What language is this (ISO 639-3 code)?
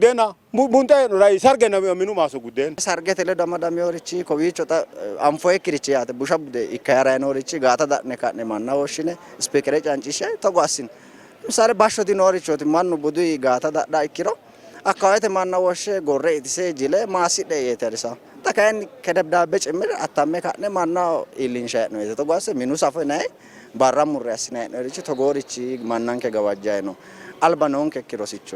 sid